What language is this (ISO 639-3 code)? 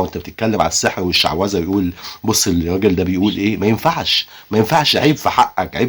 arz